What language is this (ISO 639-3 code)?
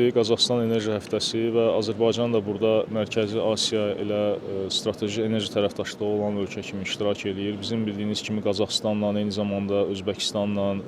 aze